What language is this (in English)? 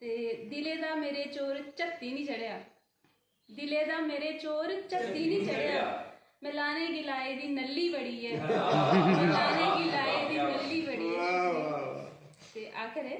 Dogri